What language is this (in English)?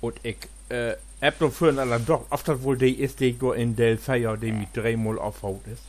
Low German